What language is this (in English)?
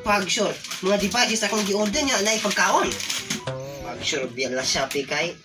Cebuano